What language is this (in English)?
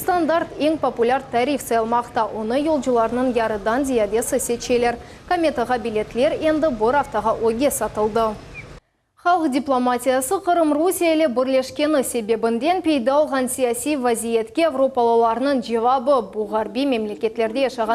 Crimean Tatar